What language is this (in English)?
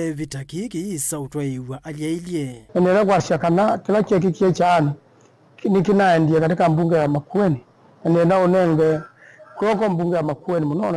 Kamba